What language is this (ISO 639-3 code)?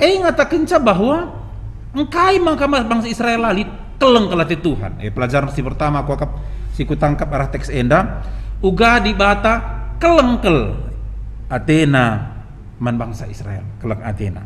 btx